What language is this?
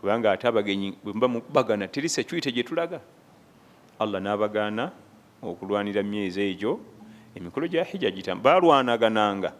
Ganda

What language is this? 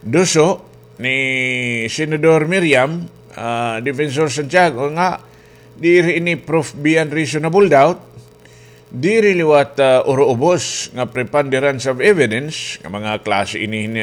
Waray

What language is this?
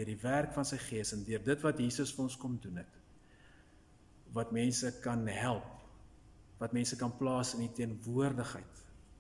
Afrikaans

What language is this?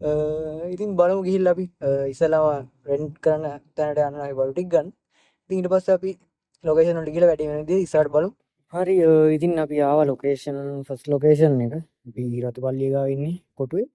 Sinhala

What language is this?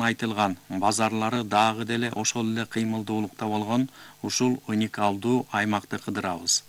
Kyrgyz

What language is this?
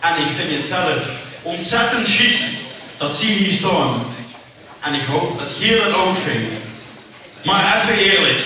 Limburgish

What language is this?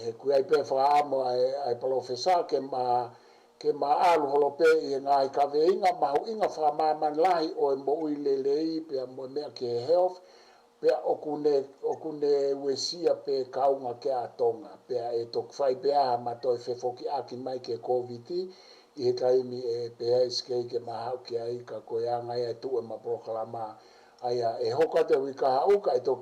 Tongan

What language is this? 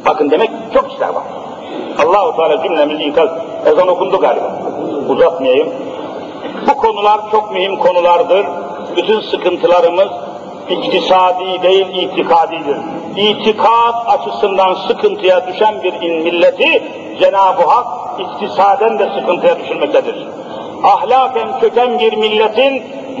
Turkish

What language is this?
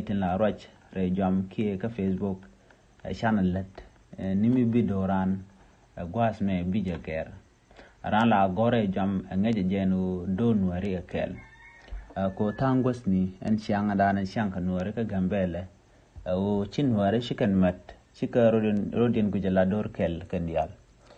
Nuer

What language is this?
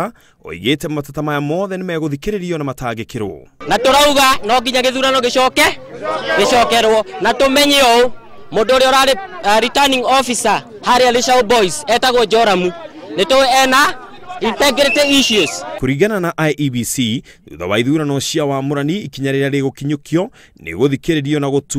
Kikuyu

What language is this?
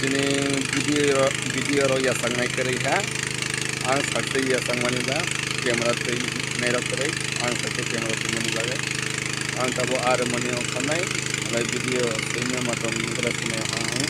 Kok Borok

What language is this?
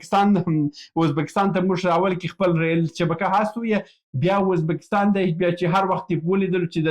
Pashto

